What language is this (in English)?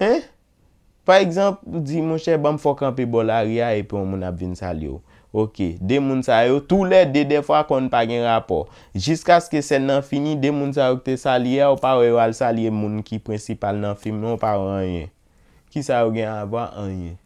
Haitian Creole